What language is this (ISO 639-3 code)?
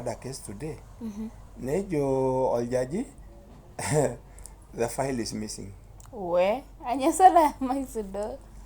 mas